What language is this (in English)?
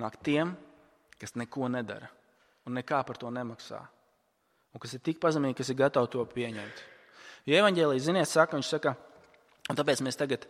Latvian